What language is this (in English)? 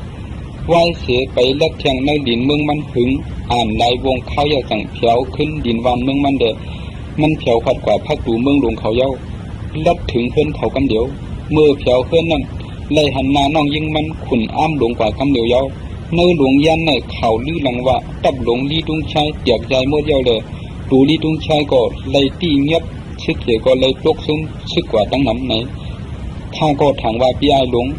Shan